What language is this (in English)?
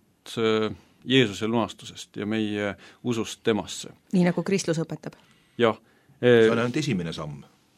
Estonian